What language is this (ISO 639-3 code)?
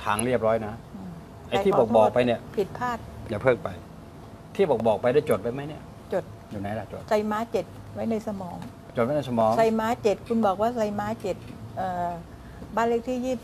tha